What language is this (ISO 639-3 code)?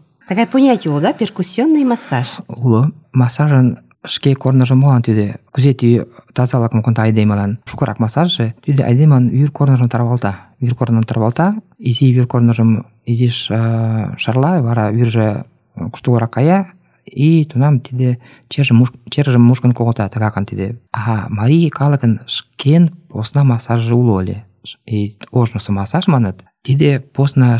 chm